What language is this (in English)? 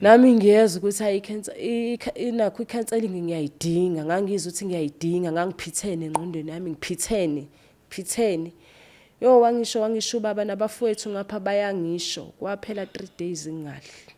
Zulu